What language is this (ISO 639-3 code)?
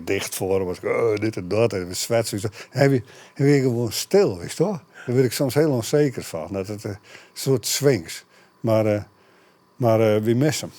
fry